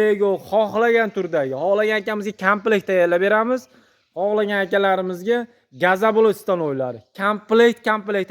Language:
Uzbek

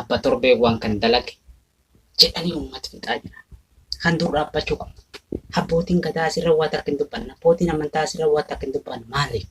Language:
Oromo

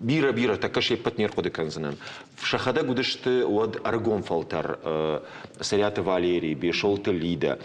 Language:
Ossetic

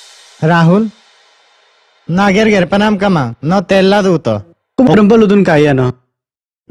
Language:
Mising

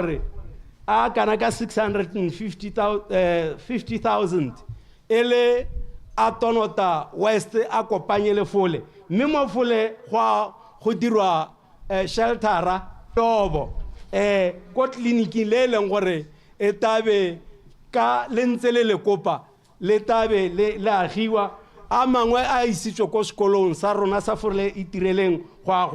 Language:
Tswana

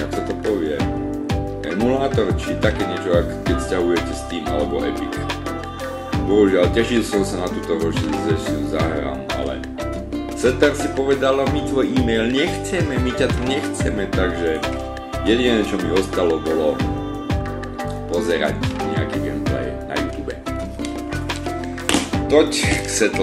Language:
Slovak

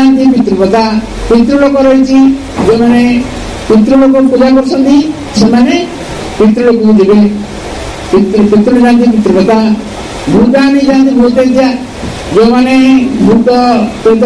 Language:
Odia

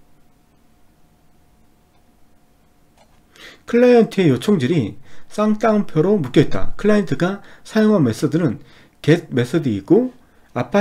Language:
Korean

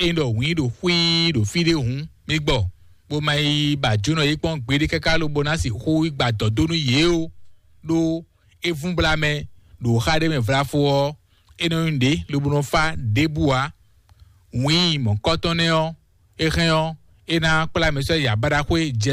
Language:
Fon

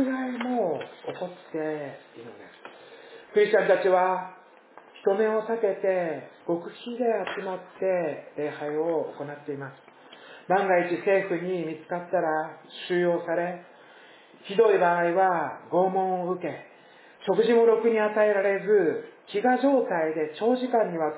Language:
Japanese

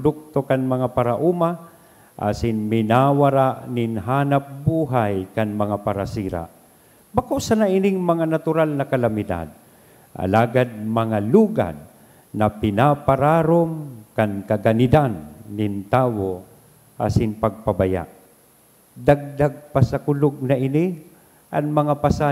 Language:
Bikol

